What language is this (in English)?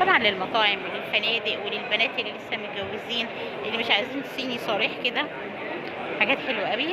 Egyptian Arabic